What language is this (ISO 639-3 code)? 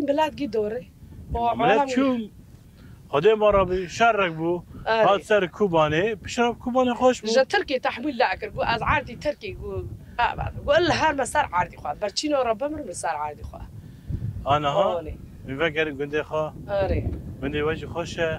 kur